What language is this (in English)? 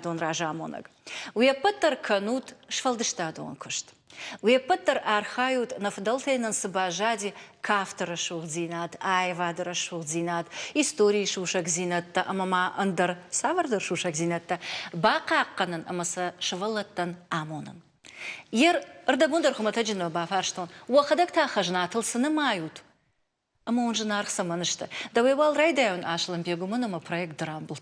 Ossetic